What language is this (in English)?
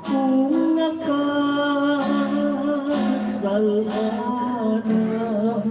Hiligaynon